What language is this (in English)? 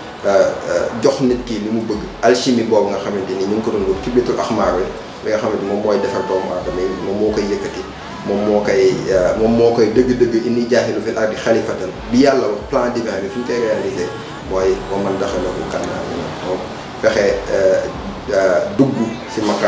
Wolof